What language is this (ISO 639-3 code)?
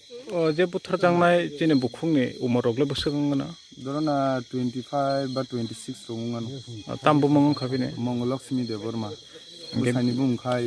trp